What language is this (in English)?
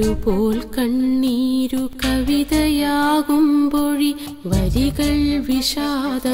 Malayalam